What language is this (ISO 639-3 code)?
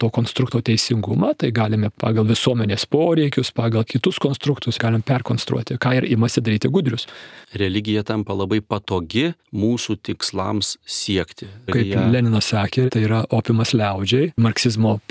lit